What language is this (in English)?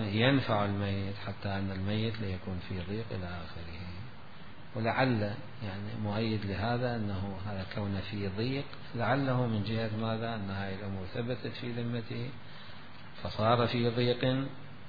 Mesopotamian Arabic